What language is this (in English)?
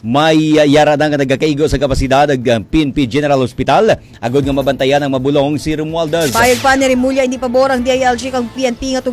Hiligaynon